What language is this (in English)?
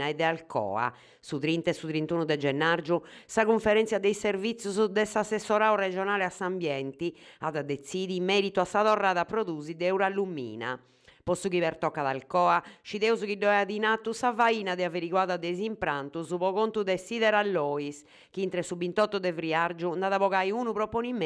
Sardinian